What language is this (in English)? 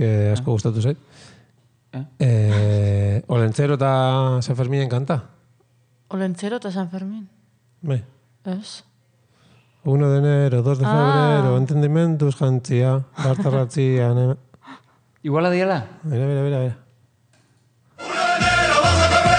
Basque